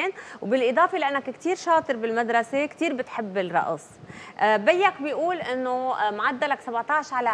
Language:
North Levantine Arabic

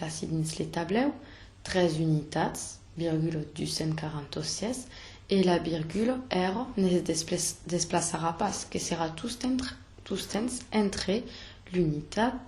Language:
Occitan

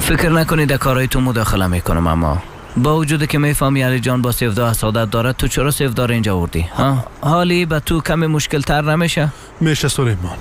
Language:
Persian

